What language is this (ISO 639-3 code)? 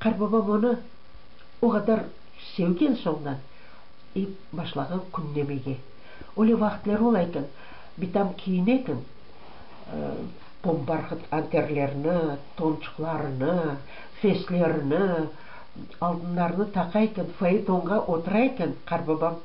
crh